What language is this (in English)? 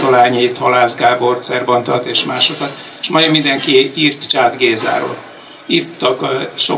Hungarian